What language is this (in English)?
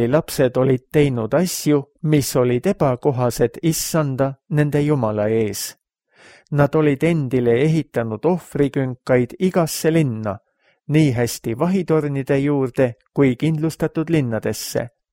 Estonian